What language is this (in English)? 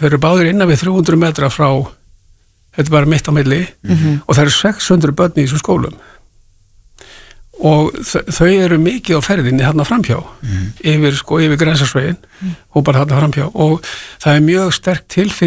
Icelandic